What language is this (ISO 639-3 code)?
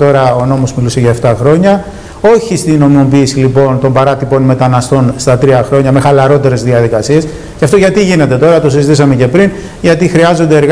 ell